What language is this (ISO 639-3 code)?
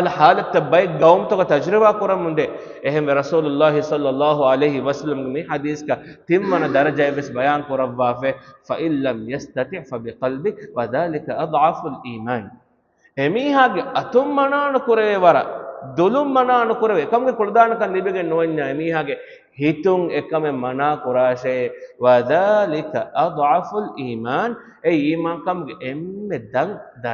div